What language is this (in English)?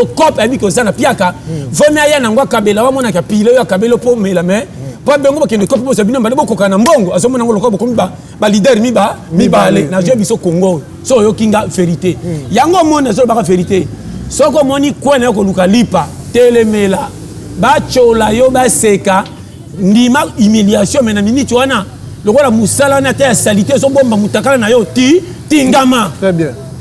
Lingala